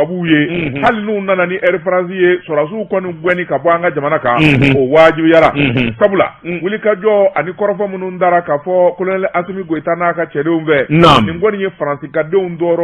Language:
Bambara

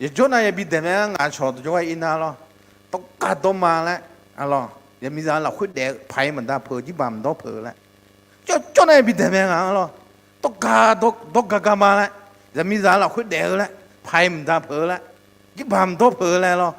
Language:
Akha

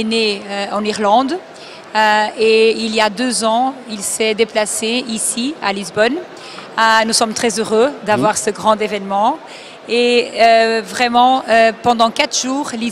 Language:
French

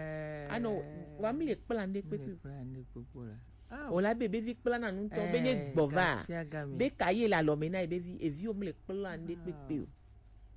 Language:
Gen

